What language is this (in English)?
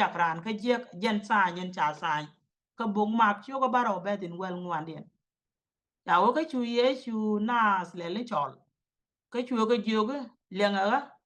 Nuer